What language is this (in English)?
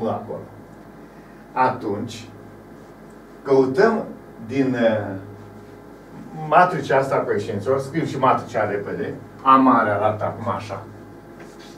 Romanian